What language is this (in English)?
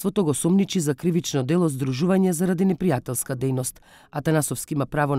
Macedonian